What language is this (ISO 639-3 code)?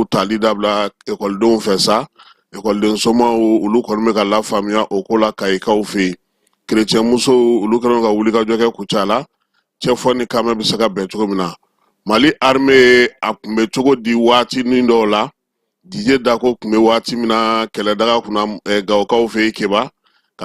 bam